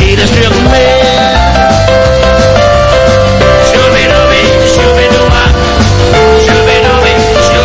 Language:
Danish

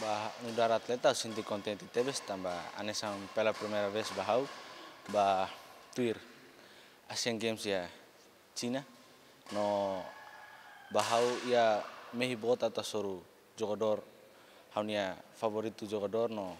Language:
Tetum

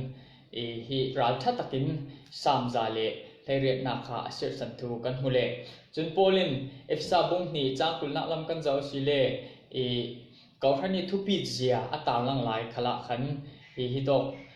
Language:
Falam Chin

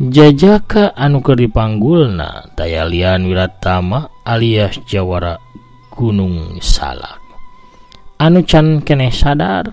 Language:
Sundanese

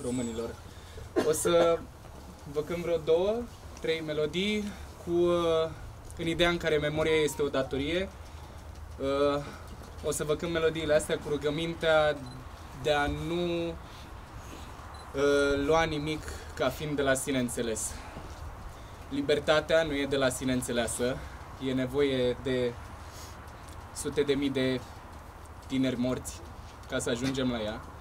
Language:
Romanian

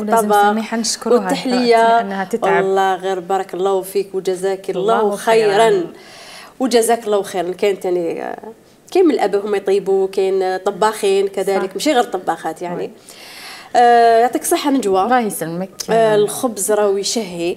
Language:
Algerian Arabic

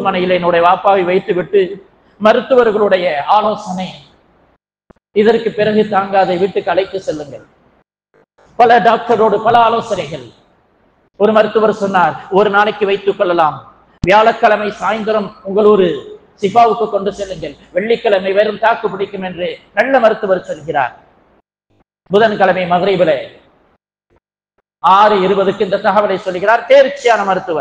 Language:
Tamil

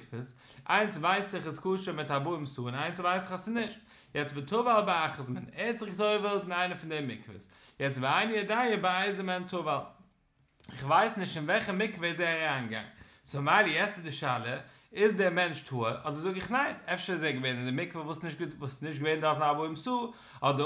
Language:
Yiddish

